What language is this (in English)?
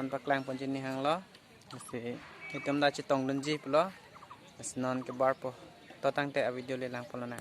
Karbi